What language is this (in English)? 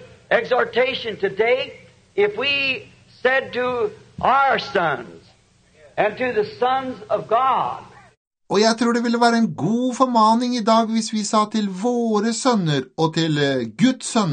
Norwegian